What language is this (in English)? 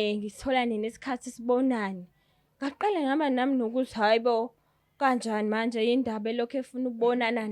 Zulu